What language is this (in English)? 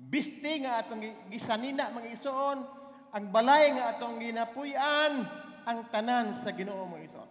Cebuano